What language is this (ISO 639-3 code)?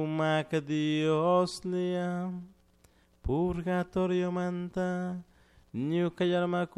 qug